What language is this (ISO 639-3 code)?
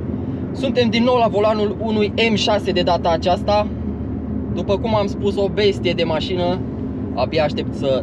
ron